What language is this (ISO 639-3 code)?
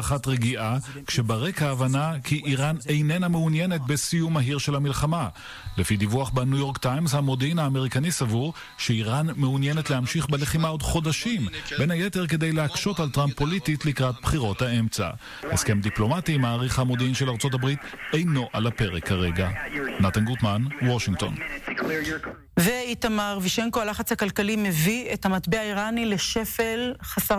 heb